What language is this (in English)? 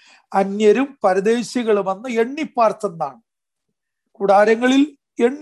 Malayalam